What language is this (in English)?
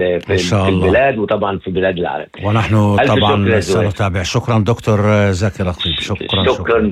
North Levantine Arabic